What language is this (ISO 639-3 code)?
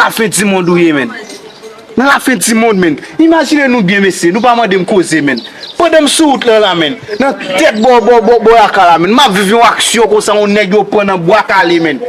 hat